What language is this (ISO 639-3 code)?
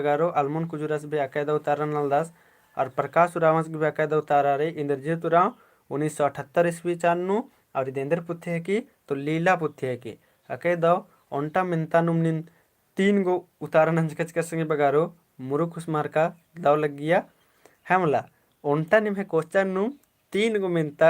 kru